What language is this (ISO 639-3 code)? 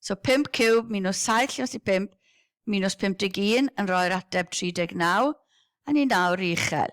cym